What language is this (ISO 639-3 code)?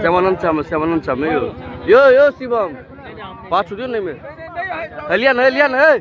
mai